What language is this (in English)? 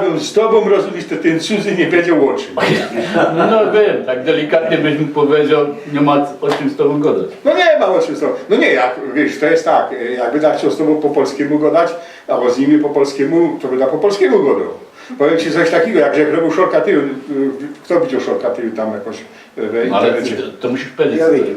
Silesian